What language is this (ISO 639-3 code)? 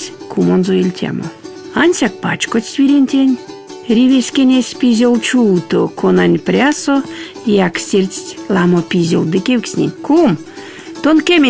myv